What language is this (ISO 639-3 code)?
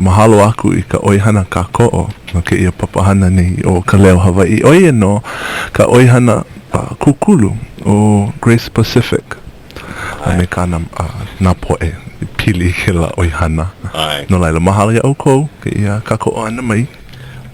haw